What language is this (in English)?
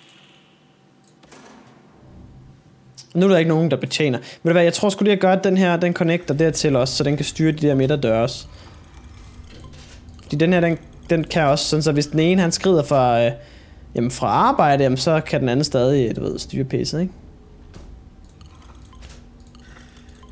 Danish